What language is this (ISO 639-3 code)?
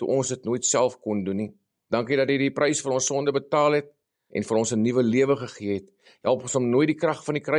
afr